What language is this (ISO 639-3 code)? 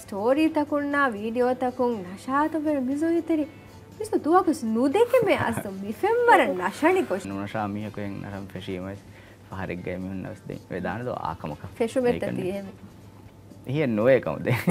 div